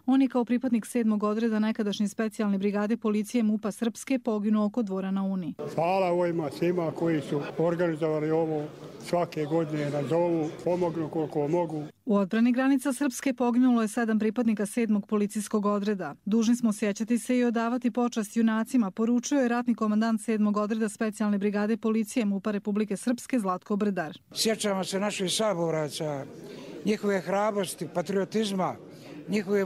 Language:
Bosnian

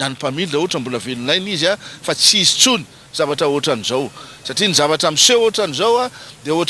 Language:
Malagasy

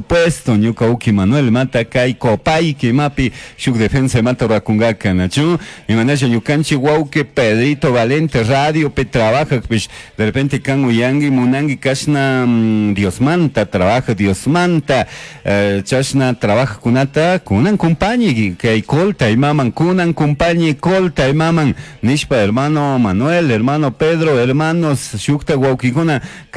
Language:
Chimborazo Highland Quichua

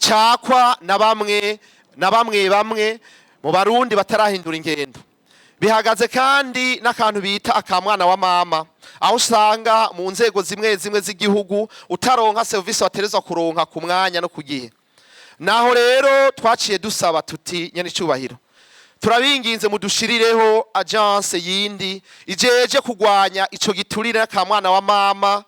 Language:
Rundi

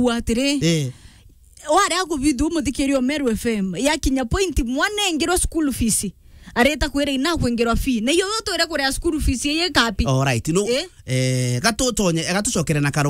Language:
Meru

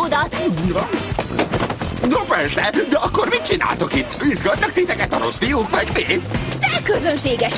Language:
Hungarian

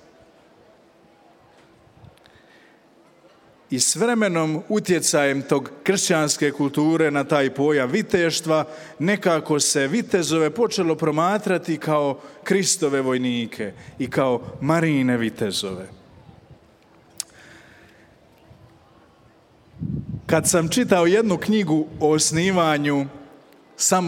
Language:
Croatian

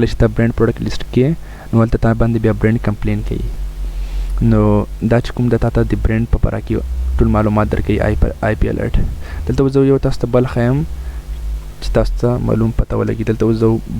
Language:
Pashto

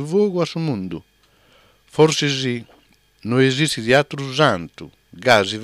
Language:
Sardinian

